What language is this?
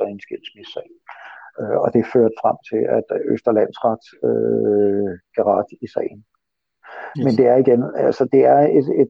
Danish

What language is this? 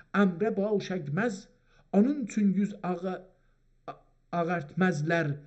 South Azerbaijani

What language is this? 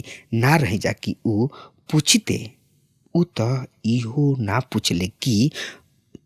Bhojpuri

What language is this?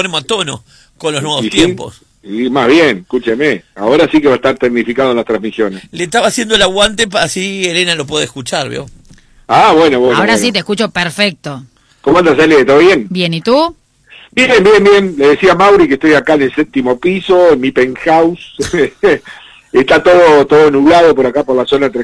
Spanish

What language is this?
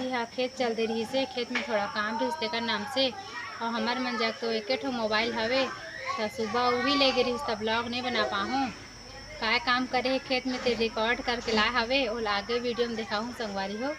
Chhattisgarhi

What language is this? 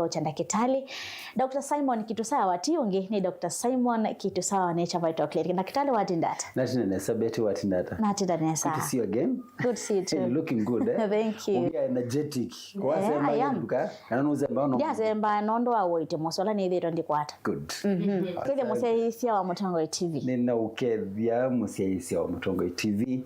Kamba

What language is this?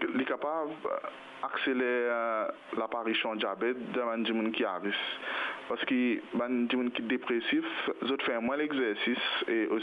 Morisyen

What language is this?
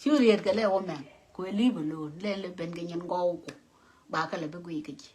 Nuer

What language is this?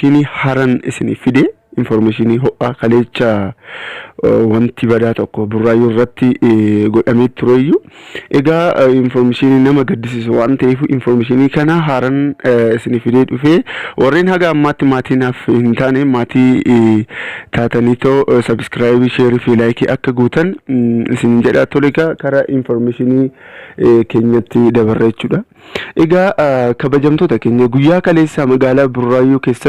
Oromo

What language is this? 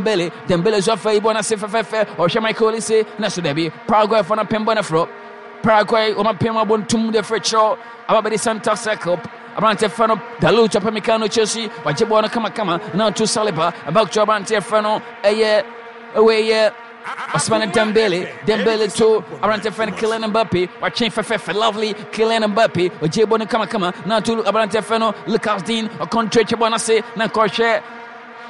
Akan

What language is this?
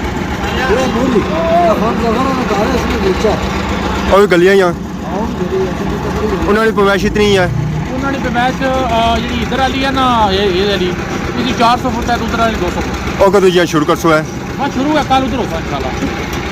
Pahari-Potwari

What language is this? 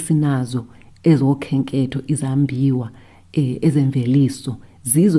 Xhosa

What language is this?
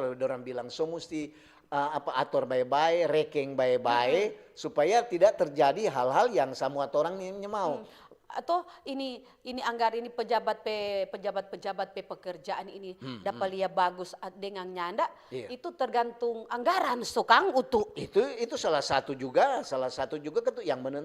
Manado Malay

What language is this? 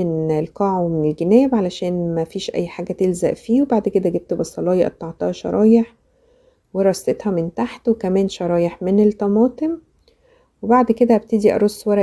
Egyptian Arabic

